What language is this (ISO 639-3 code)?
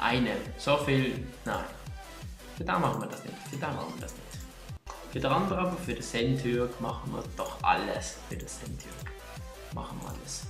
gsw